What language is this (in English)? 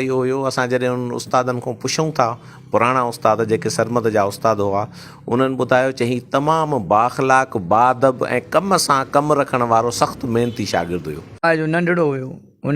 Sindhi